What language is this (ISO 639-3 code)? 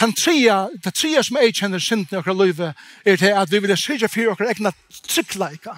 fao